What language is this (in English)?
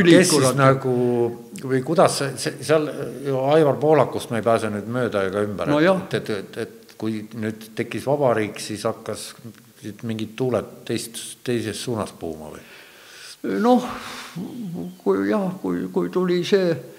Estonian